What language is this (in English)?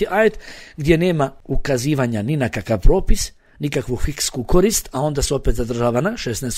Bosnian